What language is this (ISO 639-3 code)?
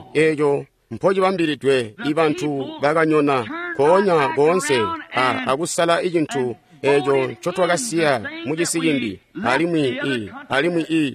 toi